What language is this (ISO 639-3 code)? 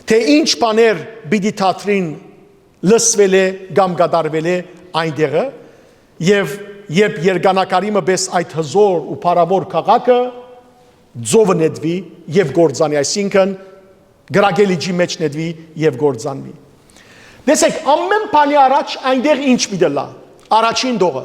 hyw